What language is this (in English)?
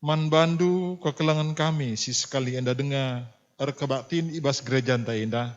Batak Karo